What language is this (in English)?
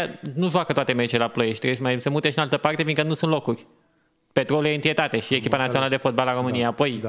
Romanian